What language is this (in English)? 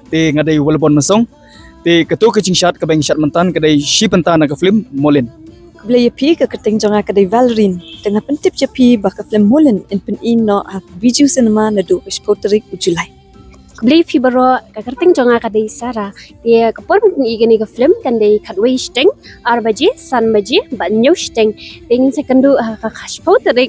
Khasi